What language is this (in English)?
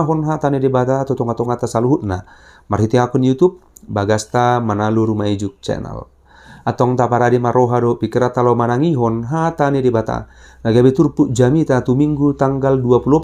Batak Toba